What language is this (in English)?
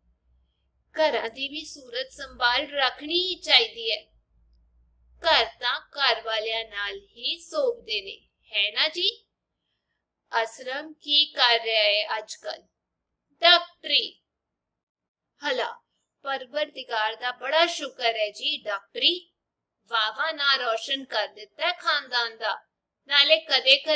Punjabi